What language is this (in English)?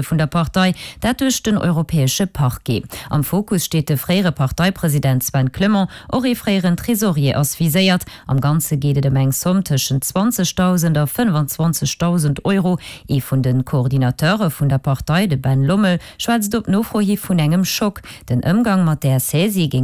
Luxembourgish